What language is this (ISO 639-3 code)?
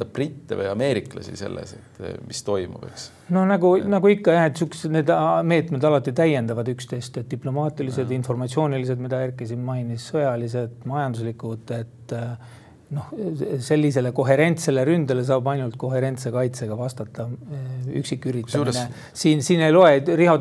est